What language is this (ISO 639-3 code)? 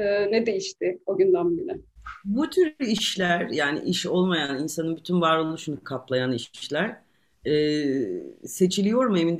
tur